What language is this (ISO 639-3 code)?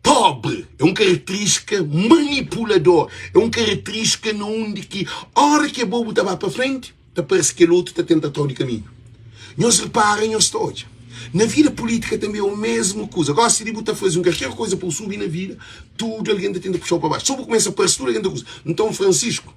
kea